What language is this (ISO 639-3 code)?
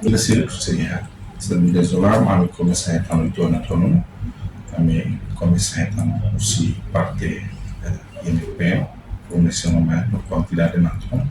tet